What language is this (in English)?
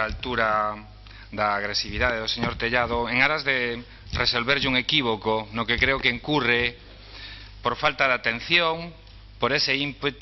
Galician